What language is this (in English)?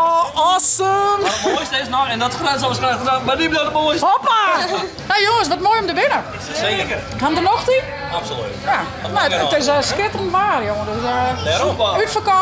Western Frisian